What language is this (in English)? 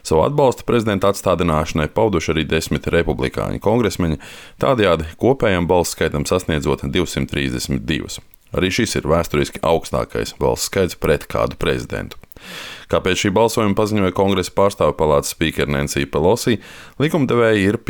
Latvian